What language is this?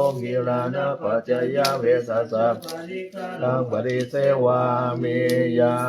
Pali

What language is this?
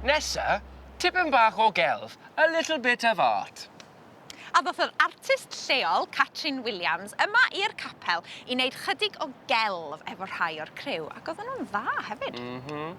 Welsh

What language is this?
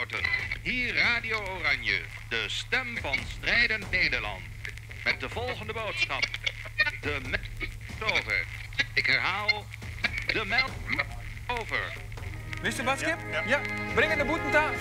Western Frisian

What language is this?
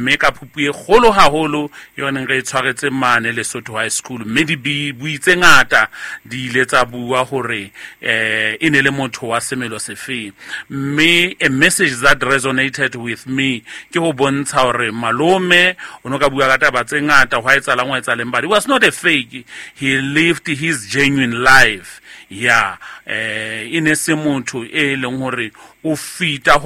Southern Sotho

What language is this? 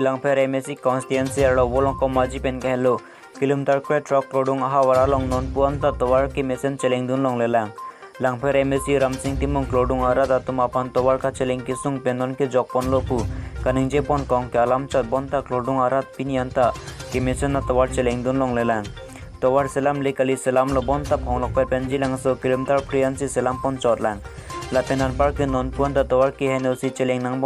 Karbi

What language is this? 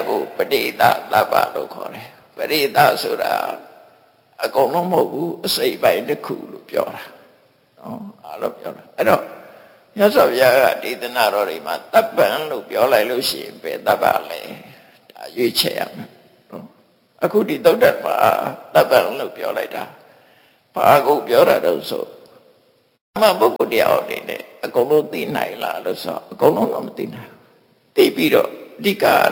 Burmese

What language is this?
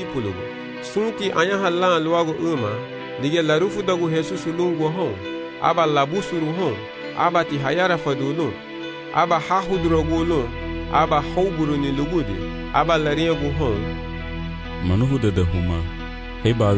Garifuna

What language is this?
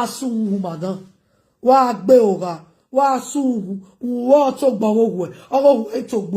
Nigerian Pidgin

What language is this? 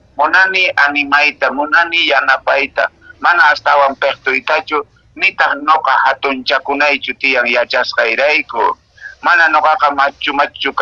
Quechua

